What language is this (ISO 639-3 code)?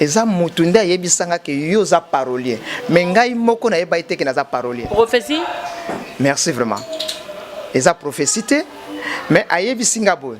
lin